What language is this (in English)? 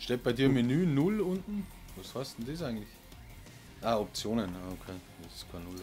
Bavarian